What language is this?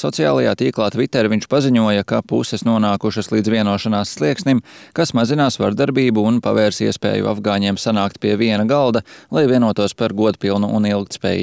Latvian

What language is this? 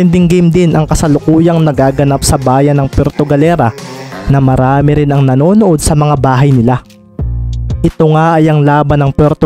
Filipino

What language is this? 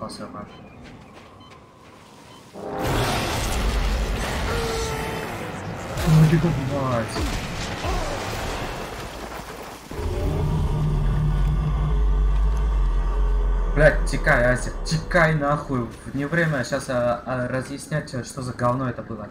Russian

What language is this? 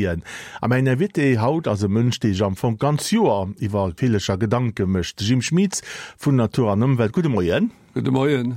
Luxembourgish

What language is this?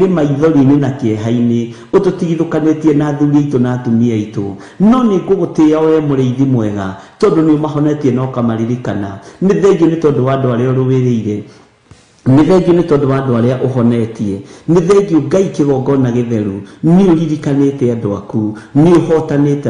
Kikuyu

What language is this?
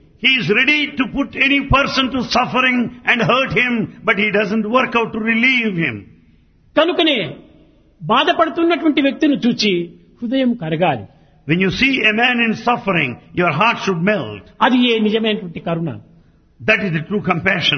Telugu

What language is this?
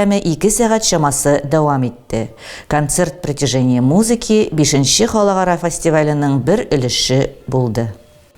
Tatar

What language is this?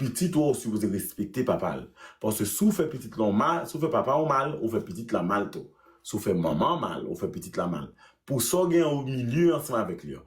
Haitian Creole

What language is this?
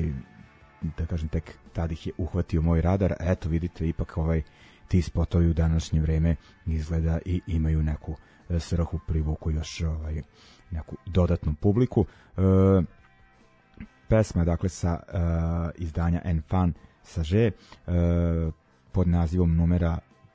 Serbian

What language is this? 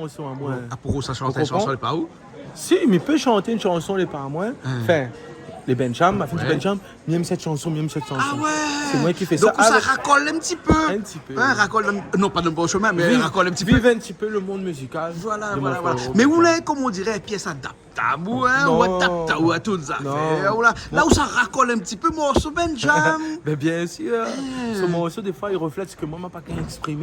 Réunion Creole French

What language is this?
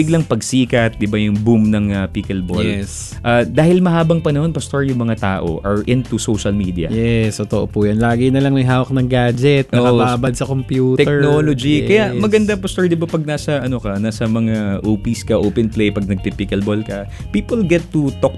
Filipino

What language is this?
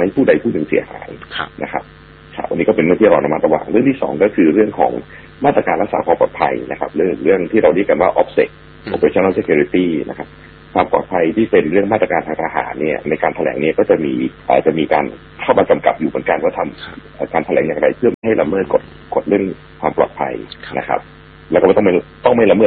Thai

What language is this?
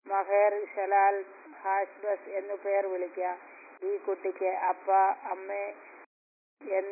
Malayalam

